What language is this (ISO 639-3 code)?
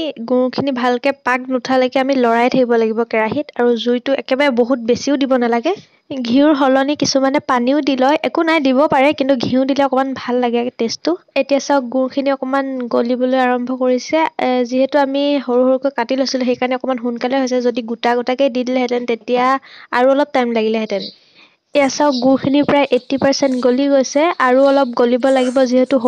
asm